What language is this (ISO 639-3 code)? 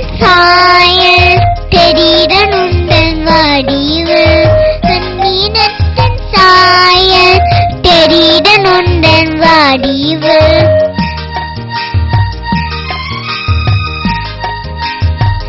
tam